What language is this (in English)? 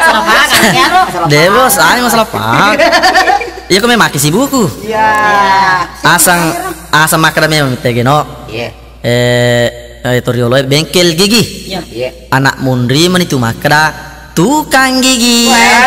Buginese